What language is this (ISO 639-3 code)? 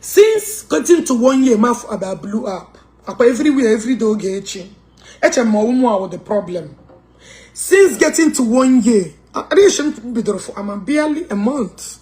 ibo